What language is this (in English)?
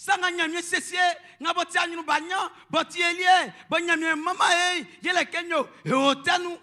Baoulé